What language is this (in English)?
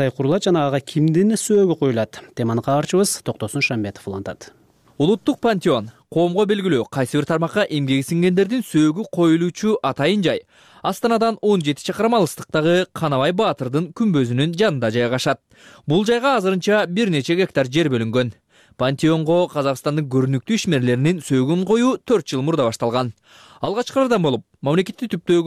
Kyrgyz